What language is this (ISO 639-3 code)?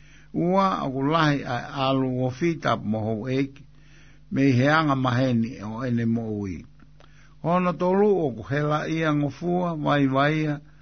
ton